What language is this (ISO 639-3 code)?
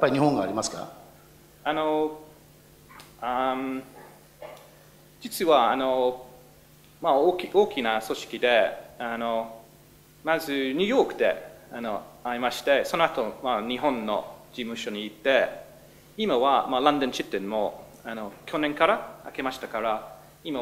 jpn